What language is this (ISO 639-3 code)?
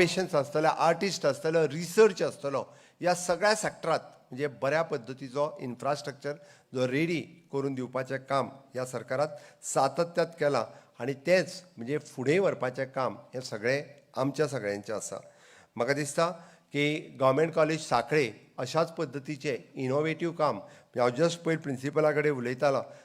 kok